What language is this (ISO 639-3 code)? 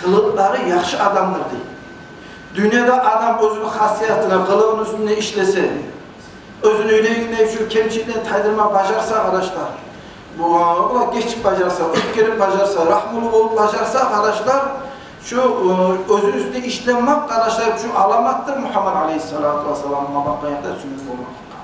kum